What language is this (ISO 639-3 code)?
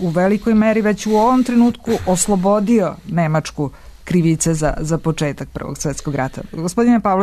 srp